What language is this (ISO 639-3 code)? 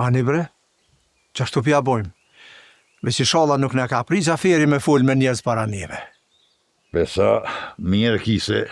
sqi